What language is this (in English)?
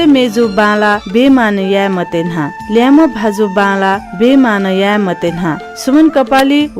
Newari